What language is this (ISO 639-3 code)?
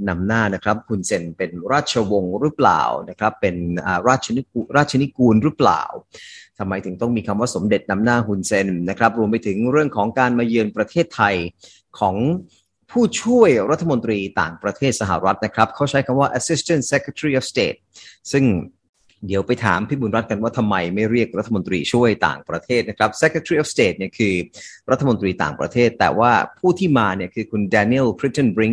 tha